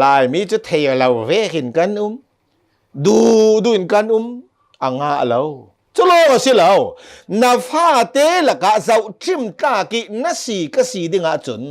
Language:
Hakha Chin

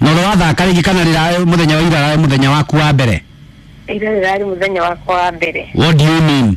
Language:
Kikuyu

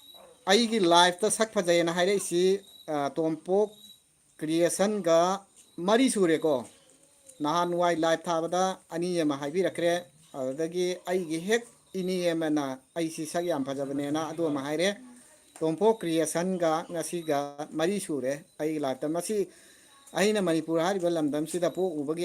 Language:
Manipuri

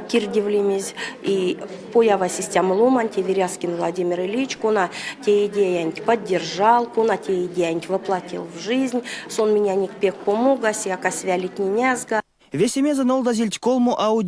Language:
Erzya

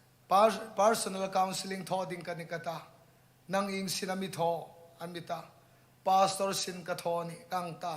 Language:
Hmar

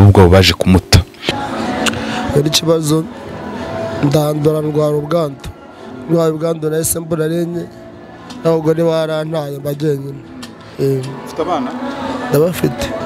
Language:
Kinyarwanda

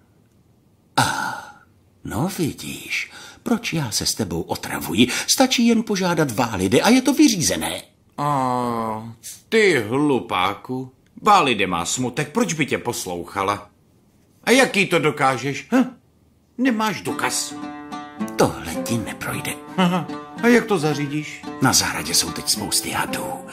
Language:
Czech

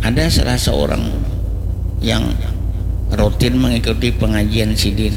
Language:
Banjar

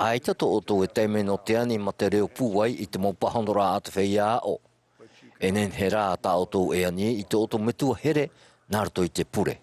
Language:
Tahitian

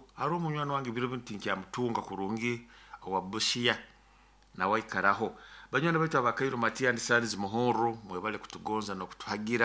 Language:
Nyoro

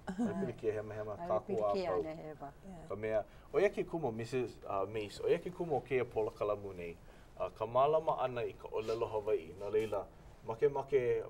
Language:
Hawaiian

